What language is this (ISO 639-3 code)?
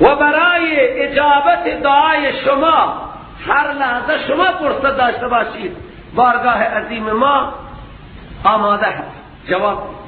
fas